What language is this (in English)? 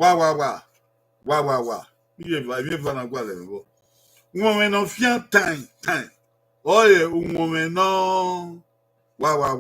Bini